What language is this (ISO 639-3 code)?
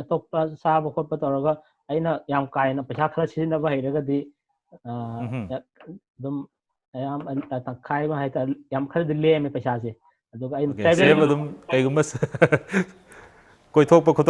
mni